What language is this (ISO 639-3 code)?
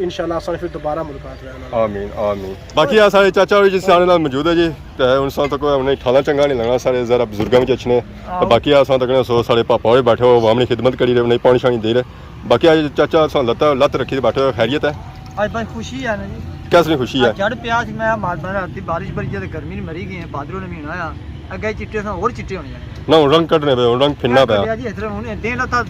phr